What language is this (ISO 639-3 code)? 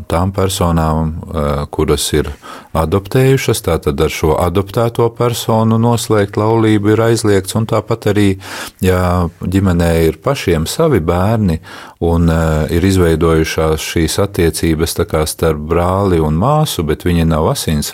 lav